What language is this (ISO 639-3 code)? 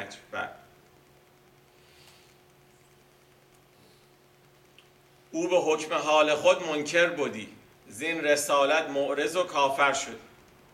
fas